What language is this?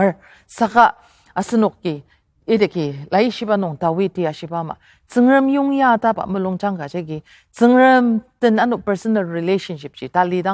Ao Naga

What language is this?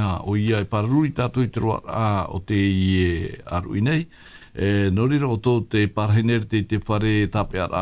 Tahitian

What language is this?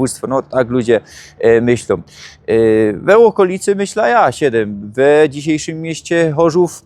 Silesian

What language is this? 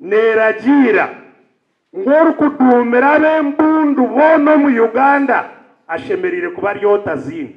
Nyankole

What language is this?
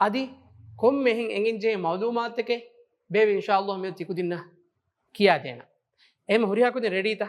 Divehi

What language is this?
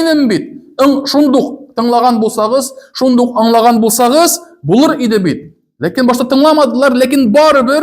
Tatar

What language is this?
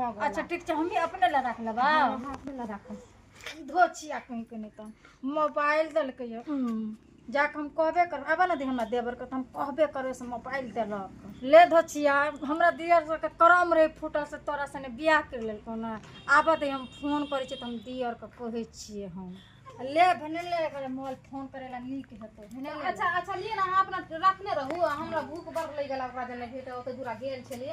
Maithili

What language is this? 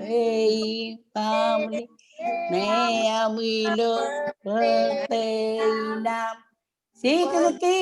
Marshallese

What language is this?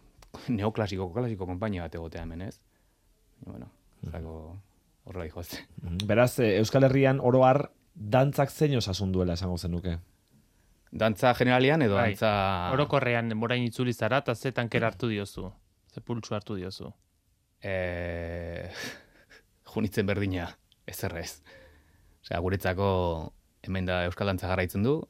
Basque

